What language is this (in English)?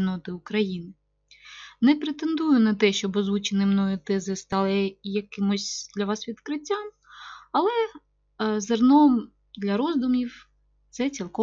Ukrainian